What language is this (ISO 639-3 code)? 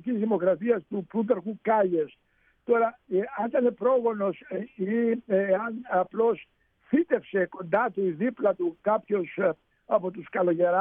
ell